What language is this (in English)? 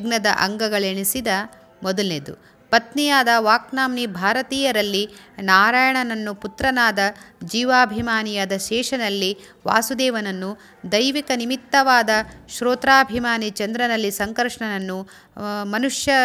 Kannada